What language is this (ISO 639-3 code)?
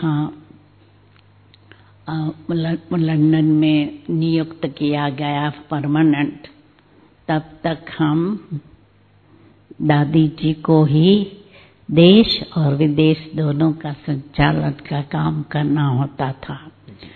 hin